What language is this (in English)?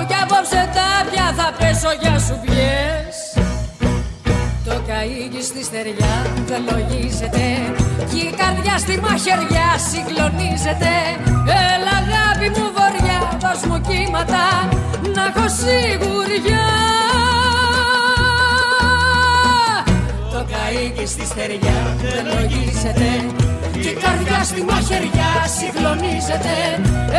Greek